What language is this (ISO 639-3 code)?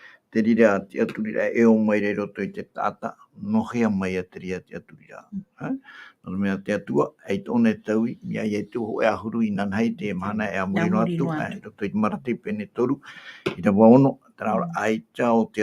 tah